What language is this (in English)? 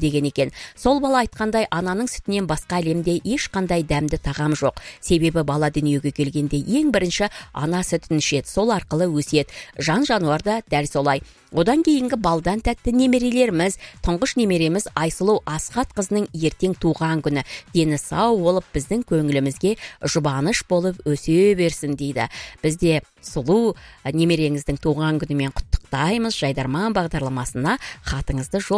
Kazakh